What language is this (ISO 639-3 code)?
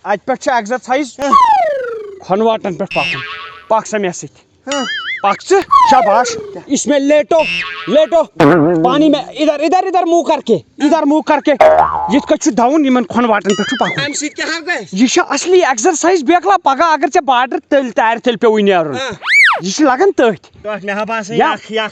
kas